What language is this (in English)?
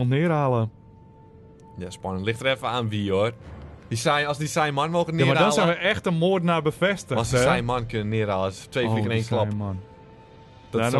Dutch